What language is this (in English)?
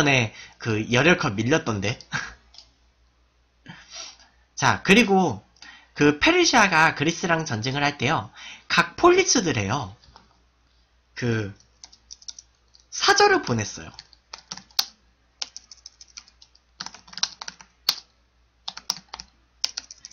Korean